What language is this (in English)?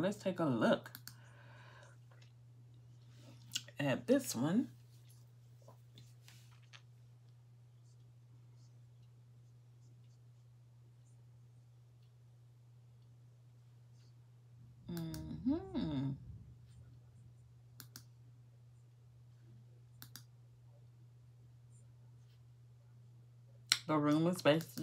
English